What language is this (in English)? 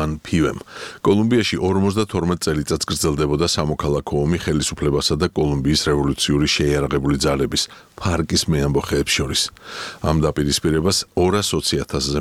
Georgian